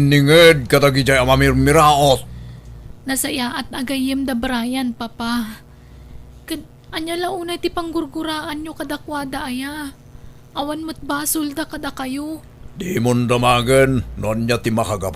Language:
Iloko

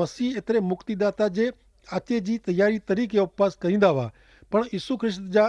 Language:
Kachhi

